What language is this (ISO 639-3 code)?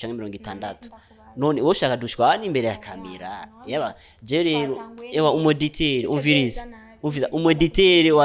run